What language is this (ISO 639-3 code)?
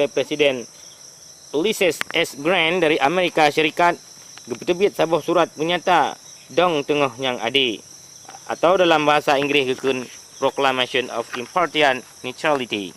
ace